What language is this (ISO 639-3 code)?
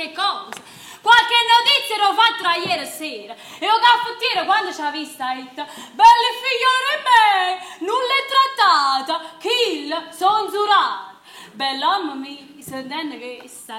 nap